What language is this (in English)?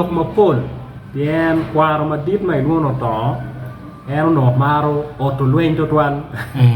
Acoli